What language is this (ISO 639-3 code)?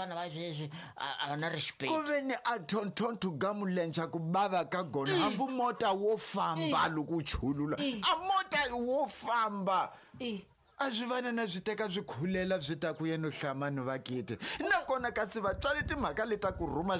tso